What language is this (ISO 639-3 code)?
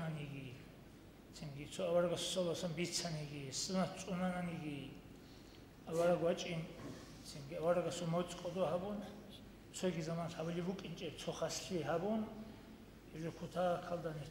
ava